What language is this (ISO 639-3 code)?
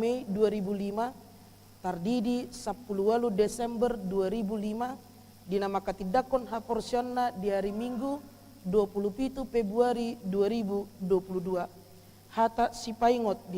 bbc